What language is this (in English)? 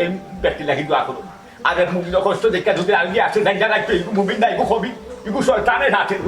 Sylheti